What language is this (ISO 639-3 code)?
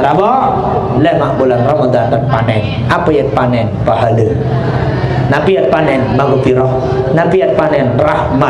sas